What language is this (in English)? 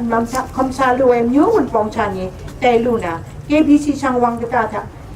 Kachin